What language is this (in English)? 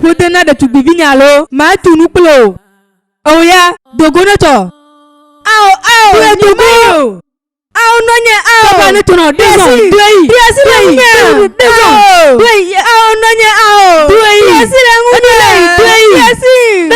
Ewe